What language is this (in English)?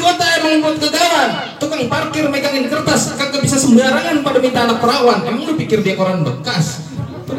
Betawi